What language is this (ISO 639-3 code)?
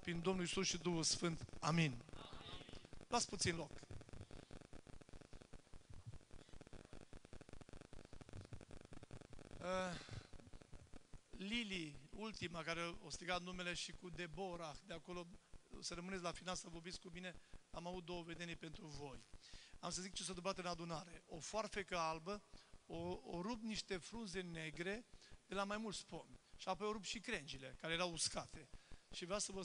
ron